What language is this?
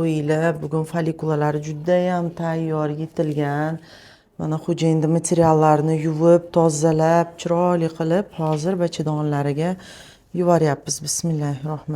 Uzbek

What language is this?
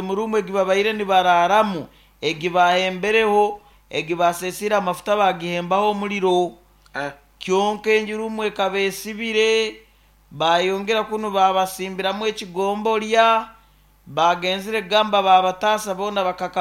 Nyoro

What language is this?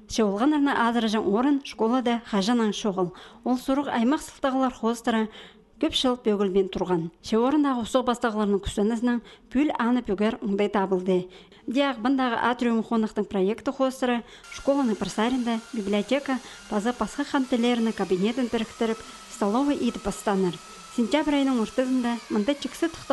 Khakas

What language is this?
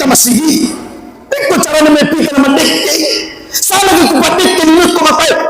Buginese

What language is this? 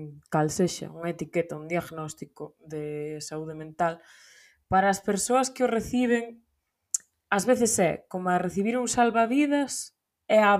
Galician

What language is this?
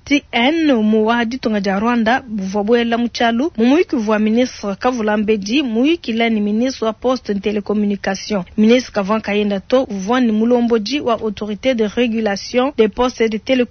Luba-Lulua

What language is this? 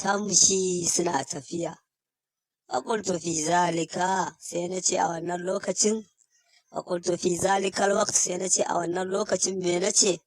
Hausa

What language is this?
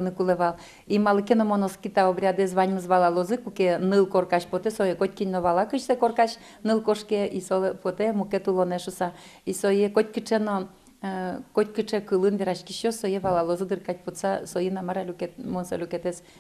Udmurt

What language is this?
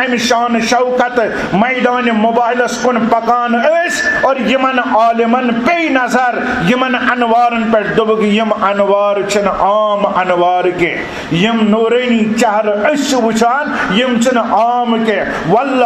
Kashmiri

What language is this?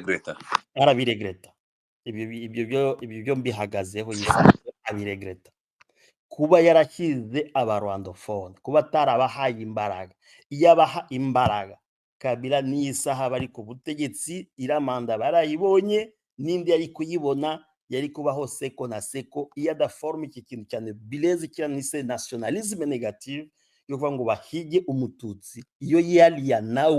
Kinyarwanda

